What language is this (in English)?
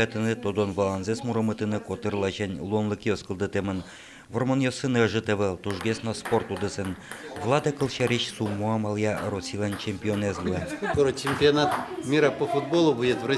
Udmurt